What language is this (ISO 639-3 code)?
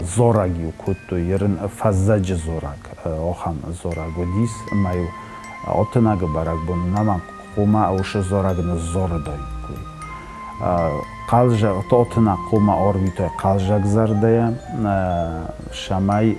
oss